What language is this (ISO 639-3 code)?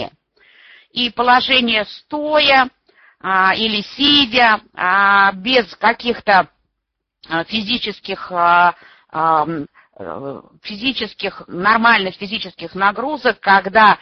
rus